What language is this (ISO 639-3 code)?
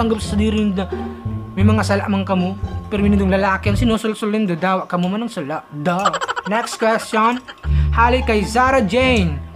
bik